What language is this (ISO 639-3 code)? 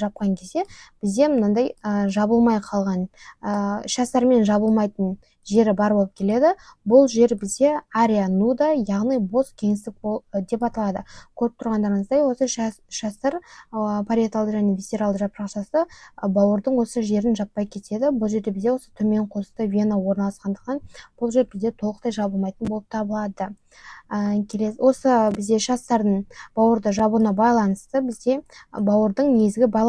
kaz